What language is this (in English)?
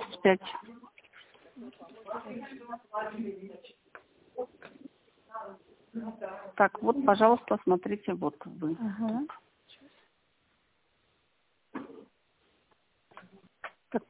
Russian